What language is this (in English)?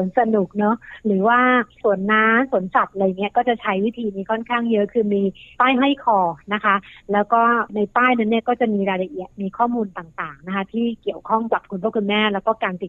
Thai